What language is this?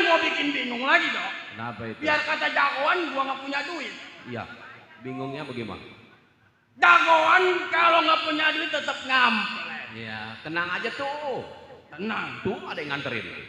Betawi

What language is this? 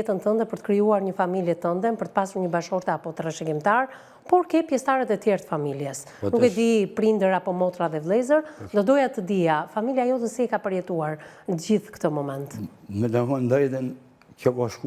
Albanian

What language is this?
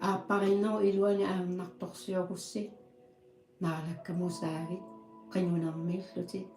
Kalaallisut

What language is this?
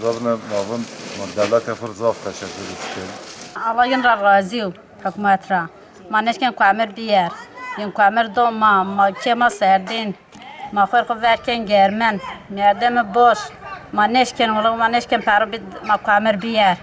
Zaza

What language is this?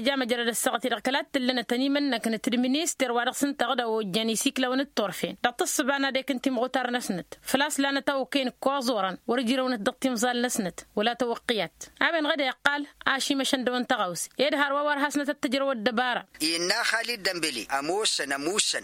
Tamasheq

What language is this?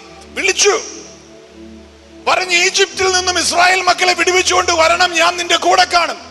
Malayalam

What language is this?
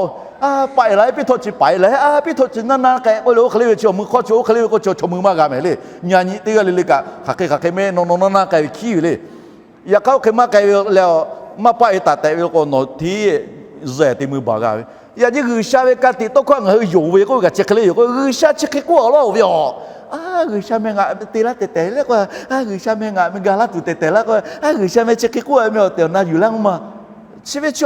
Lahu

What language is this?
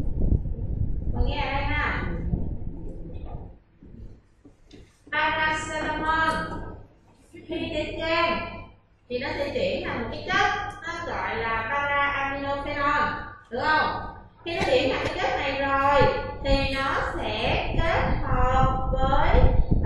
Vietnamese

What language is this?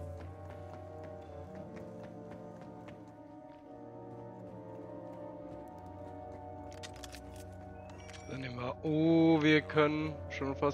German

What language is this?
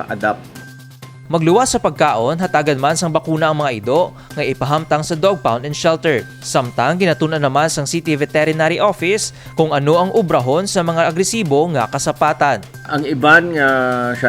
Hiligaynon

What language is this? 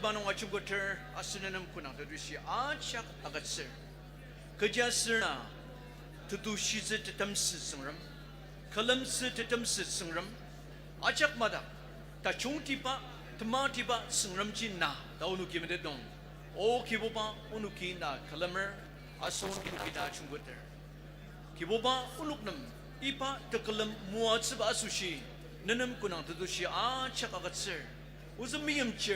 Ao Naga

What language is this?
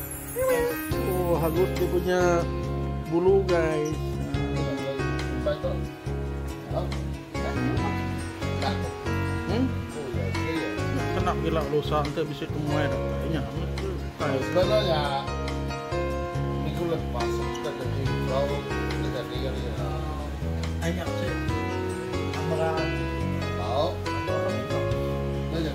Malay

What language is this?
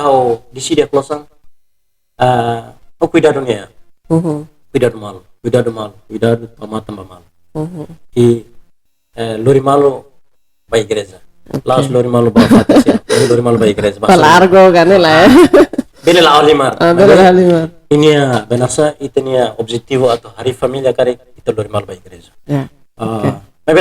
Tetum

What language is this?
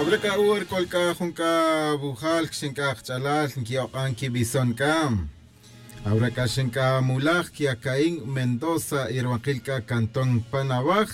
Tz'utujil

